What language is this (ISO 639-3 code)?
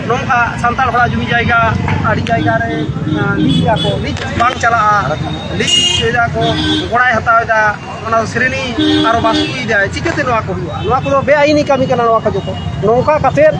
sat